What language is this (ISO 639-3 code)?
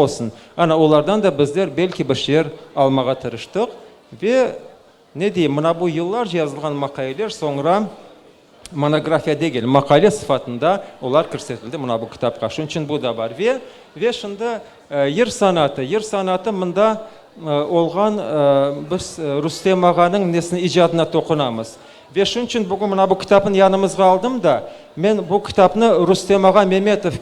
crh